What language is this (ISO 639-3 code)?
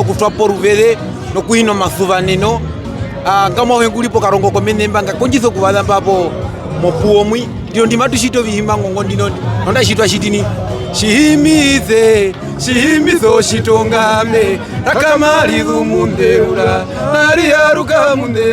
her